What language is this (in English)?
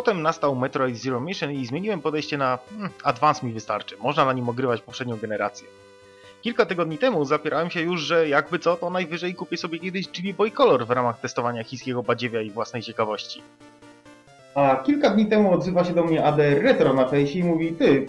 Polish